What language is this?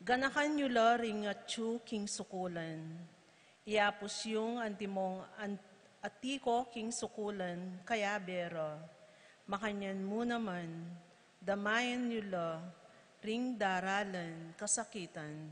Pampanga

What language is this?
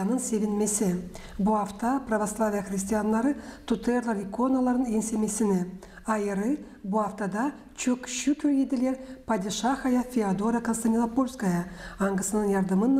Gagauz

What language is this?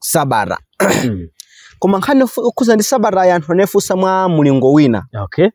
Nyanja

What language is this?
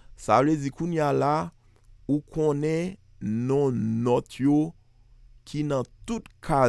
Haitian Creole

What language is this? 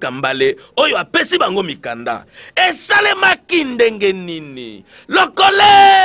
Lingala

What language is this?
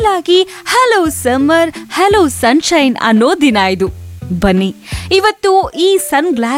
Kannada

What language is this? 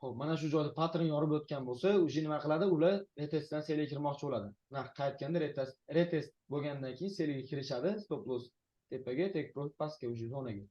Uzbek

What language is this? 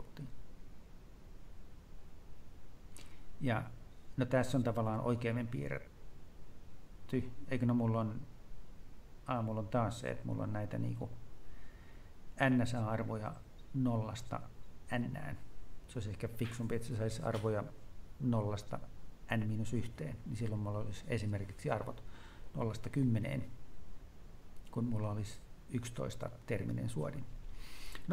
Finnish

